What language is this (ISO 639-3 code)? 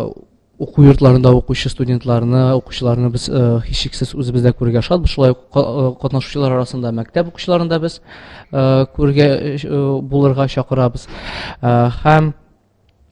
tat